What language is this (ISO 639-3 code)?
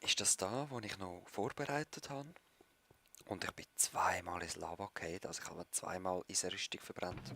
gsw